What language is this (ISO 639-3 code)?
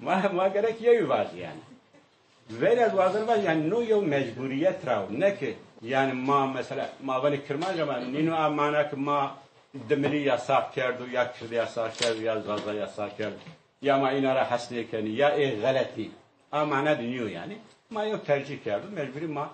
zza